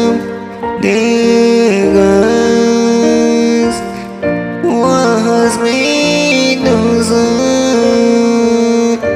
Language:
Aguaruna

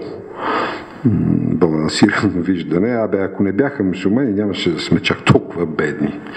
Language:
Bulgarian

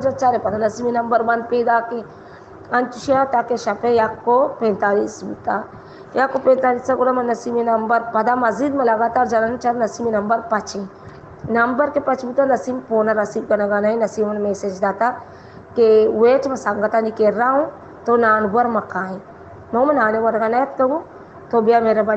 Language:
Baluchi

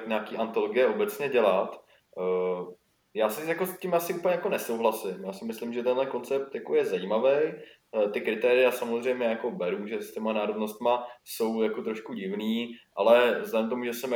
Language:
Czech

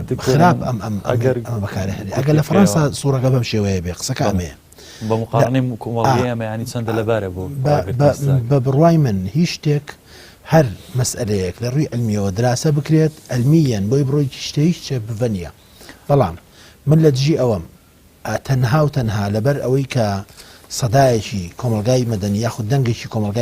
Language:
Central Kurdish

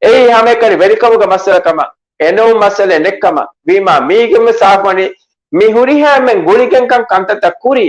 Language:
Divehi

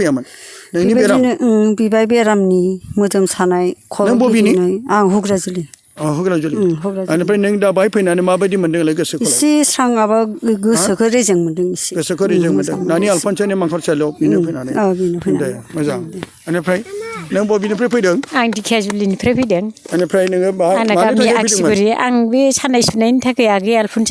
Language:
Bodo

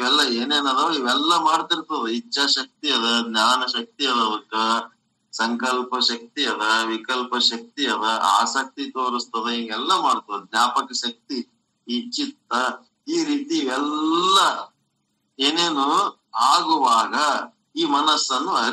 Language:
Kannada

